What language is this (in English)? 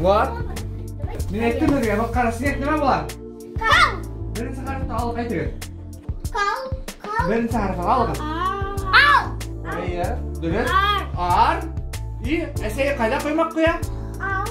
Bashkir